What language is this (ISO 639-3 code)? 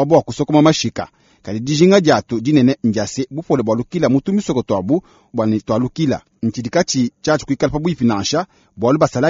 lua